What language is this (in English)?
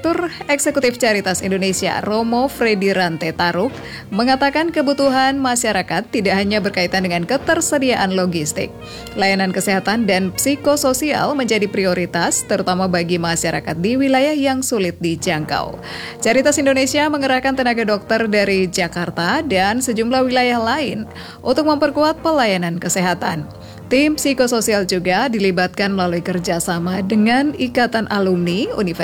Indonesian